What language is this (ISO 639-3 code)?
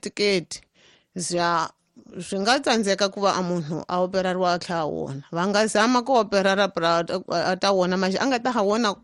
tso